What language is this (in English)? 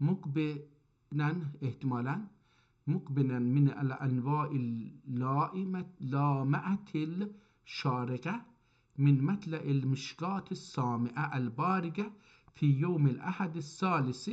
South Azerbaijani